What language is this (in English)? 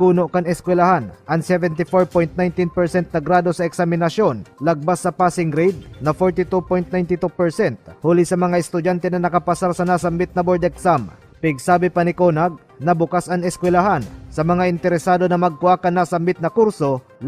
Bikol